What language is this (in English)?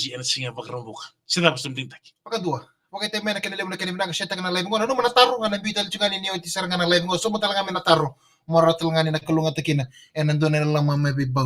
Fijian